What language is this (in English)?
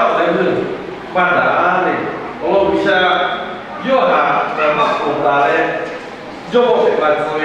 Lahu